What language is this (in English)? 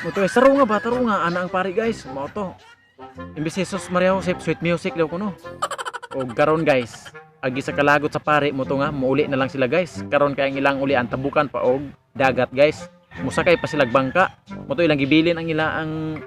Cebuano